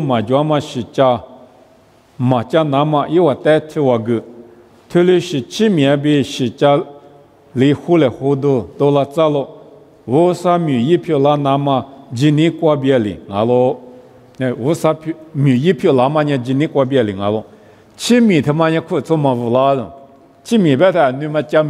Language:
Lisu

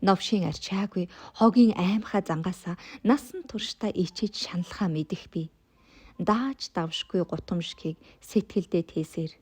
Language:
Mongolian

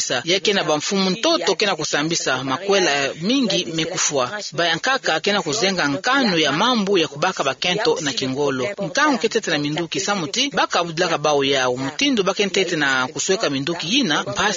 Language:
Kituba (Democratic Republic of Congo)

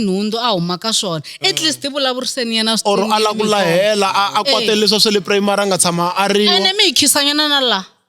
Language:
Tsonga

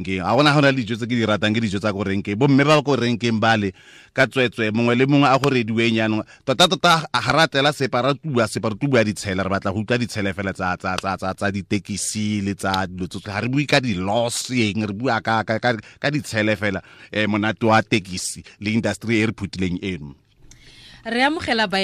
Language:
Tswana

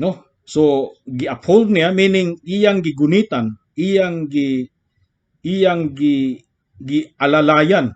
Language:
Cebuano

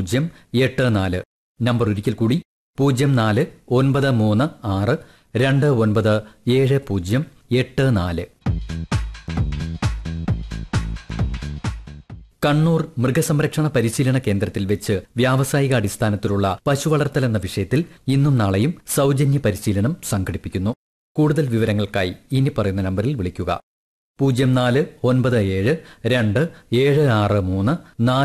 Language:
Malayalam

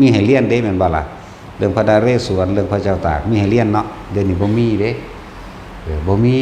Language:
Northeastern Thai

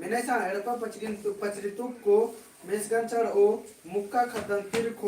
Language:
Kurukh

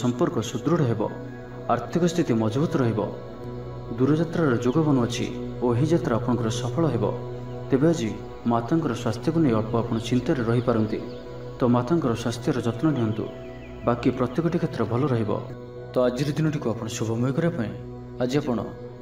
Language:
Odia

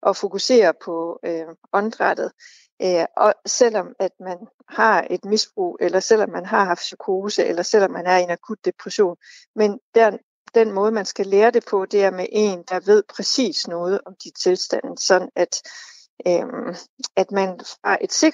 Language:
Danish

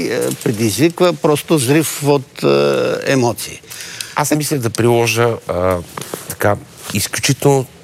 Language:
Bulgarian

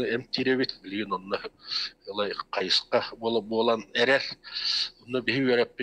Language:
Yakut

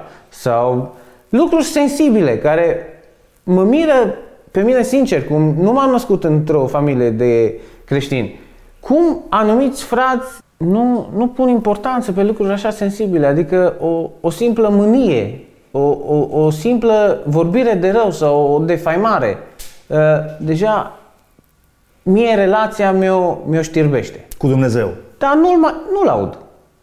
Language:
Romanian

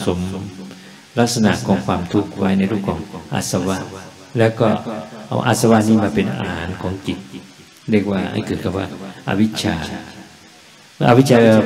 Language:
Thai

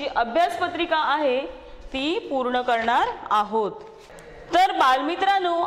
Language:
Marathi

